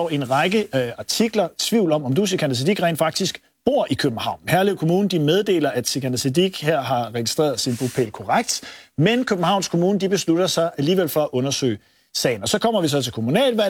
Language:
Danish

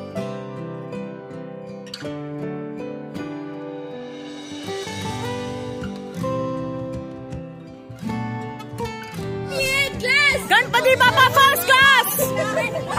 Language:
Telugu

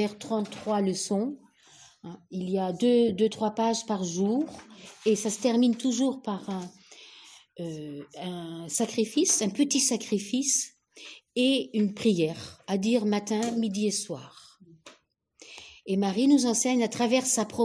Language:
French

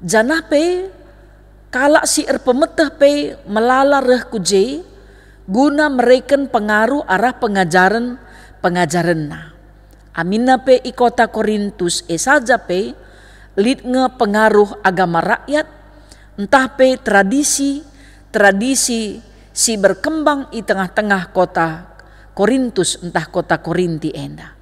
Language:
Batak Karo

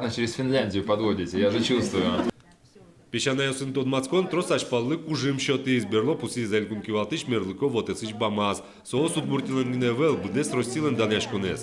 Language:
Udmurt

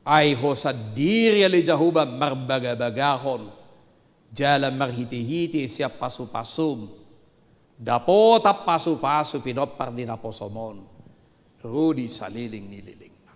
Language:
Batak Toba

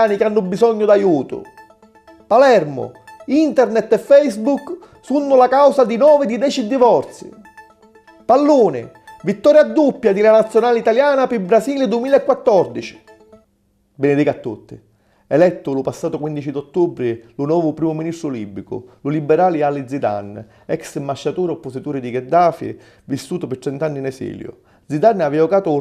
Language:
Sicilian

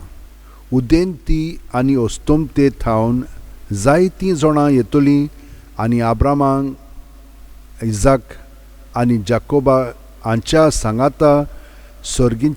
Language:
Konkani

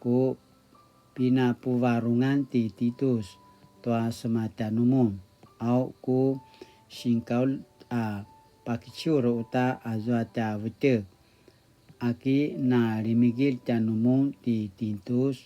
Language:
Paiwan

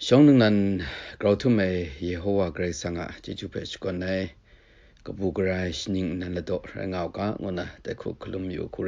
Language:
Kachin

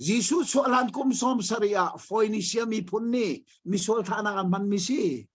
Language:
Hakha Chin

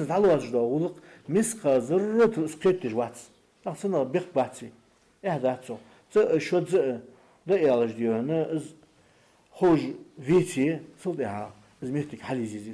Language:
Ingush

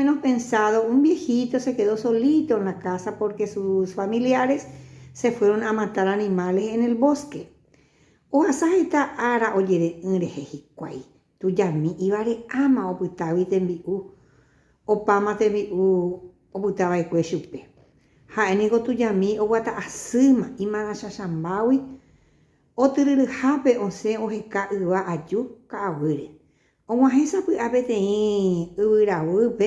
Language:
Guarani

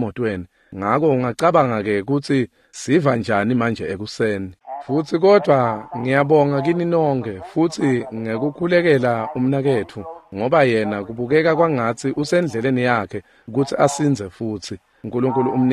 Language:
Swati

